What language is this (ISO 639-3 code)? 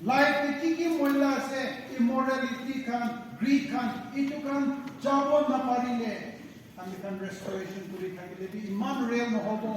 nag